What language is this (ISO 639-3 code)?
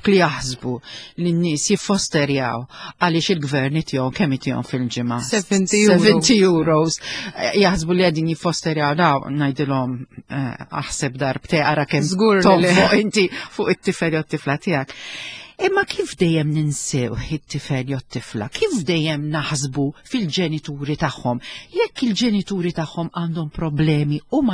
mlt